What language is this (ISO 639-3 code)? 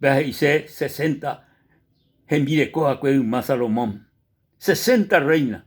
grn